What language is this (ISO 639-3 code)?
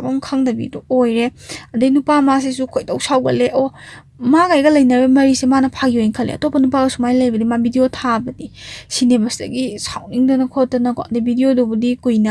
mni